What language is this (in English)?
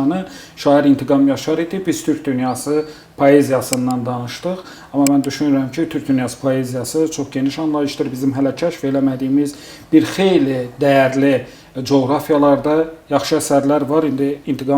Azerbaijani